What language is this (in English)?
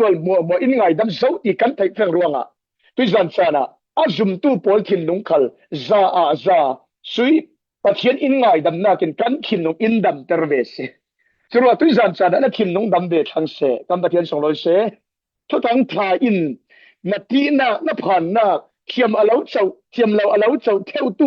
Falam Chin